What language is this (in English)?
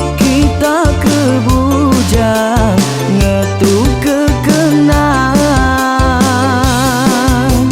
Iban